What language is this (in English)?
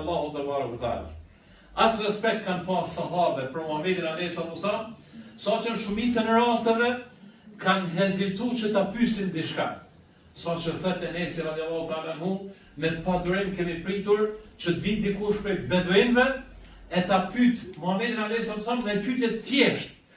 Albanian